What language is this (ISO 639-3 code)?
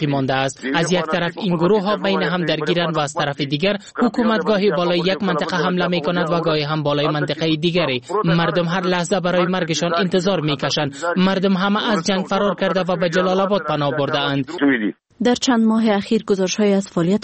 fas